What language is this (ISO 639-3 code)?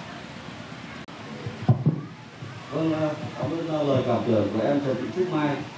vie